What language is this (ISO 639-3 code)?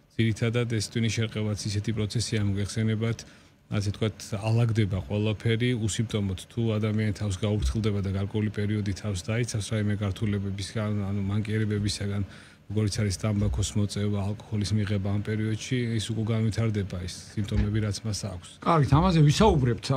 kat